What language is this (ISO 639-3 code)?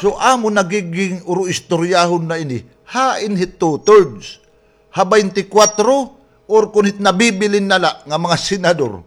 war